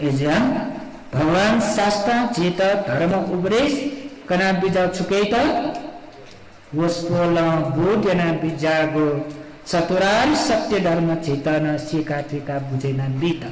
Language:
Newari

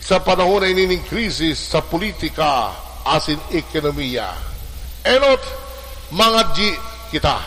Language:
Bikol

